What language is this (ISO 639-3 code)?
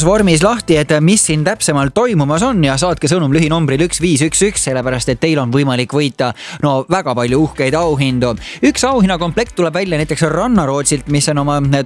est